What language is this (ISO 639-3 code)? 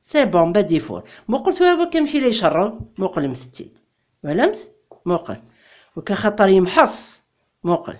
kab